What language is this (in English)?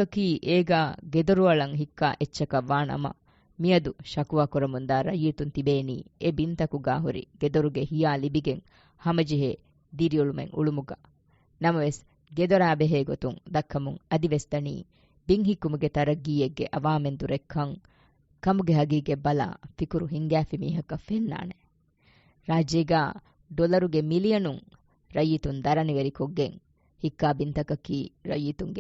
Divehi